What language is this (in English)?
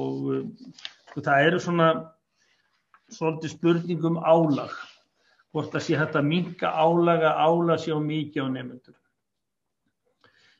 Icelandic